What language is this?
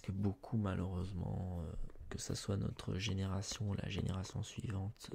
French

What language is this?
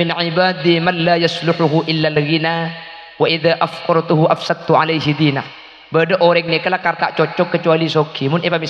Madurese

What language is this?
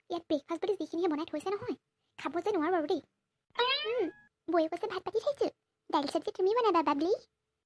Assamese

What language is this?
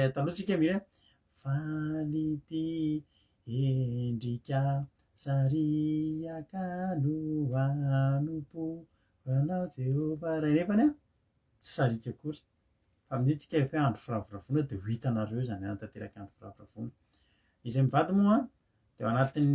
Malagasy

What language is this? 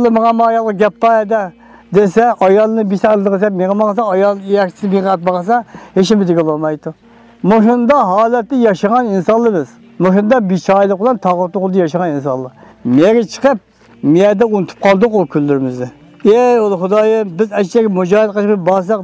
Uyghur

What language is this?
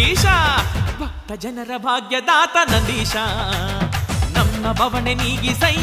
Kannada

